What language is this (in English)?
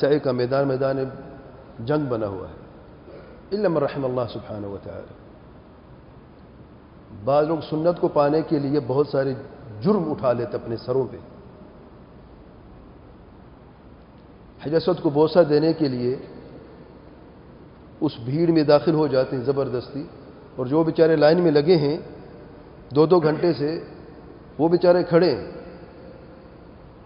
Urdu